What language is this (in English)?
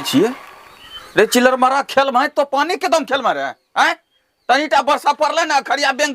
Angika